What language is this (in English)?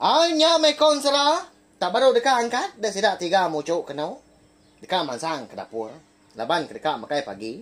Iban